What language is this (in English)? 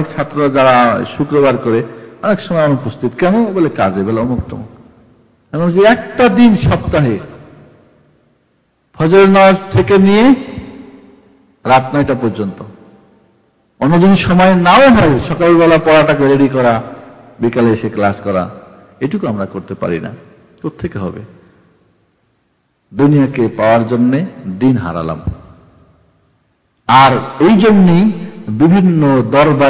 Bangla